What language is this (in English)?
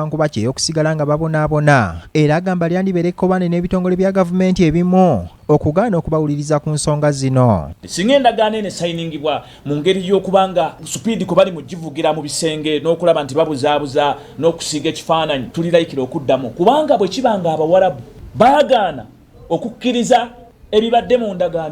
Ganda